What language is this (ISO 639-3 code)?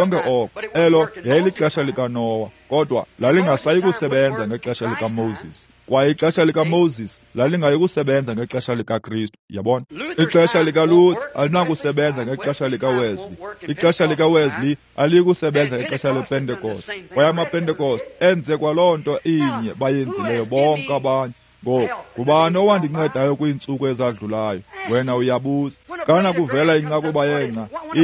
xho